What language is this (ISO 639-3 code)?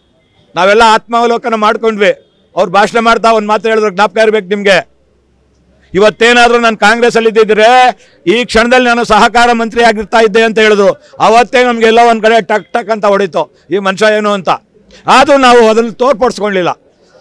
kan